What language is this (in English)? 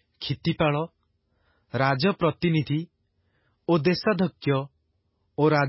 Odia